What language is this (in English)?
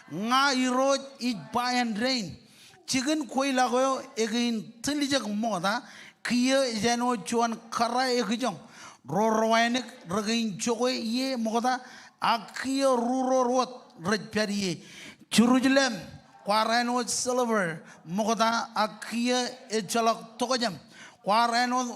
Marshallese